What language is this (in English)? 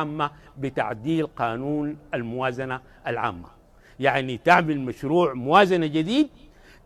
Sudanese Arabic